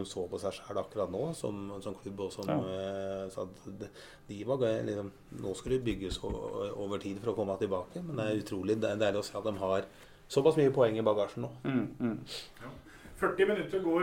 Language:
Norwegian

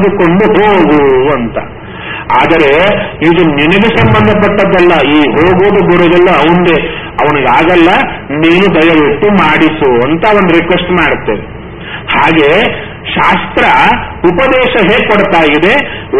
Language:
Kannada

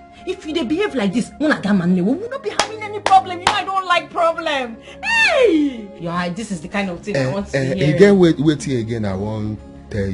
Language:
Nigerian Pidgin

